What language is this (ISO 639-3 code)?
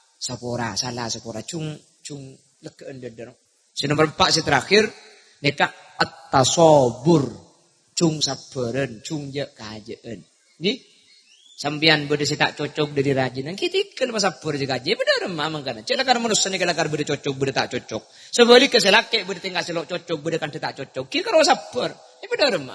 mad